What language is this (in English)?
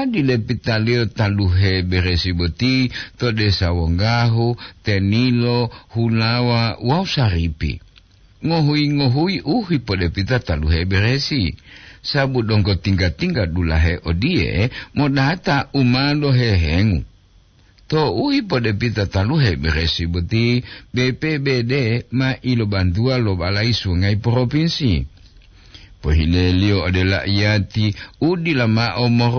Gorontalo